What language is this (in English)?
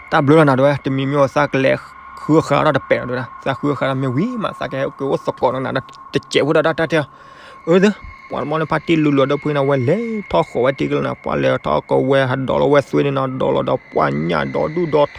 S'gaw Karen